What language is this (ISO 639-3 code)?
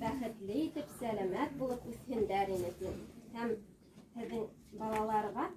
bak